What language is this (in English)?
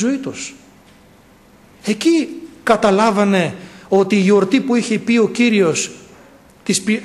Greek